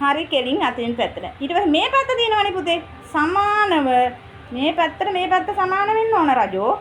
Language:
Sinhala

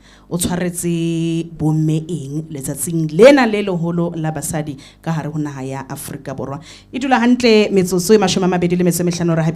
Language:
Southern Sotho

